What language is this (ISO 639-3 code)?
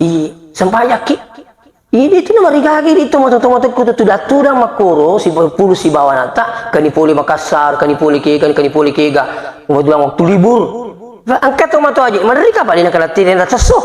bug